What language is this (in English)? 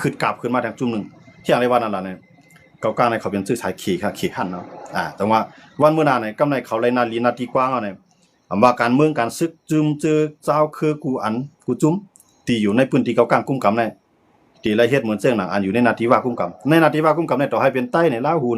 Shan